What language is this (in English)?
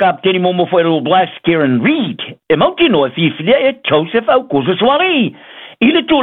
Samoan